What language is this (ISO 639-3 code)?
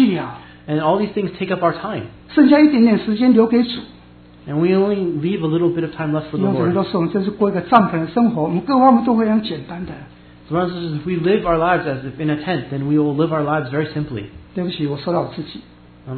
zho